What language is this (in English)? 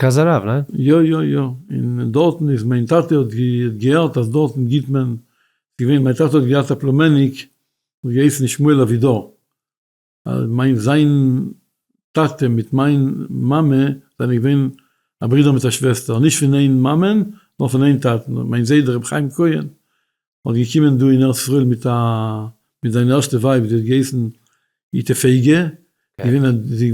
Yiddish